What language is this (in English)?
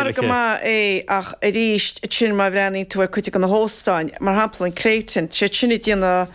Irish